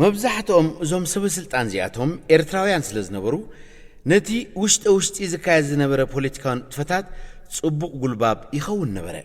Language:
Tigrinya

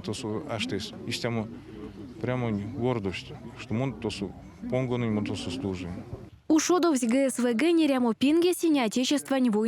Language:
Erzya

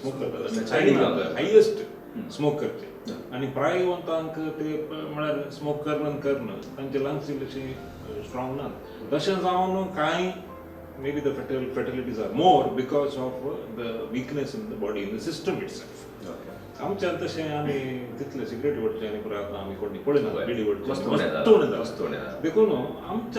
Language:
Konkani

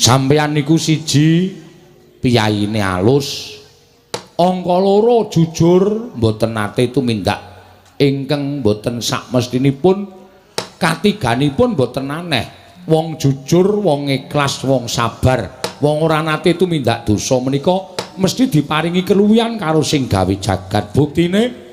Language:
Javanese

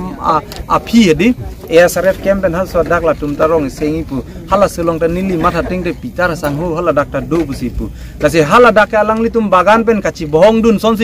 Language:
Karbi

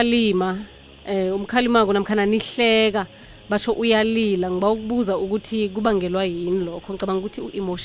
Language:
South Ndebele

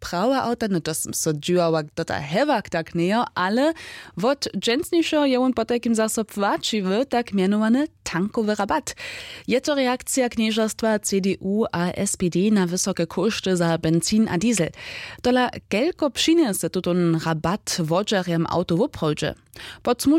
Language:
Upper Sorbian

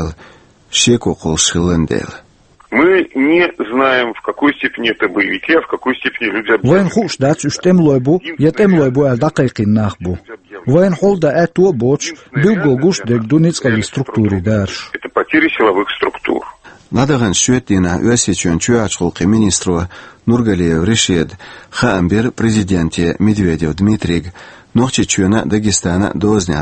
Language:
Chechen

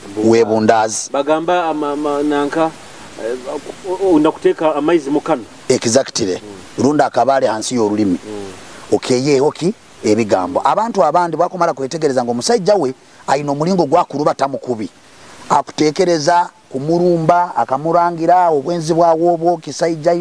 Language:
Nyoro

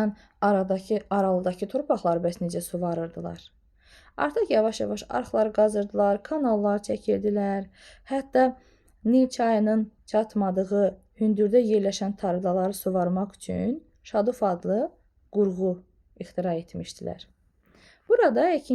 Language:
Azerbaijani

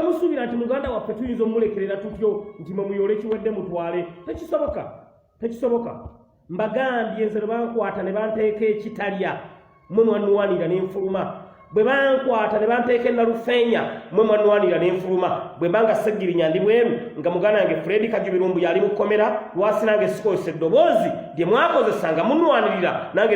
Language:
Ganda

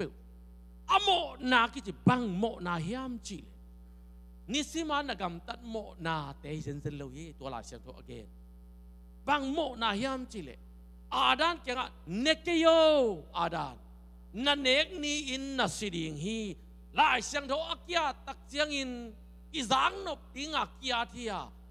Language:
Tedim Chin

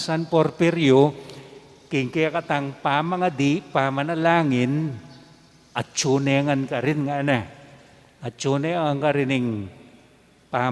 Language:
Pampanga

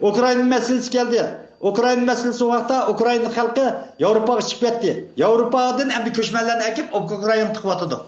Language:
Uyghur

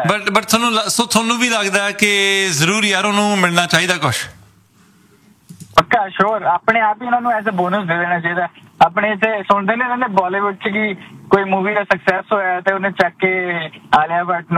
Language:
Punjabi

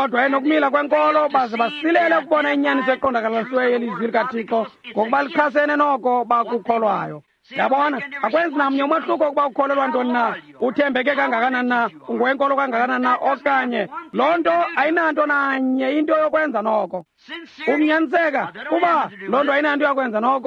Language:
Xhosa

